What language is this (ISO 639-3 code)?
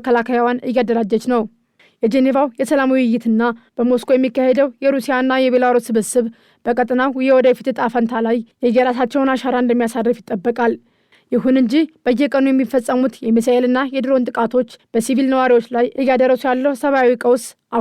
amh